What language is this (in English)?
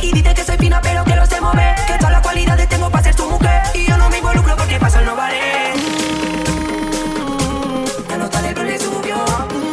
Spanish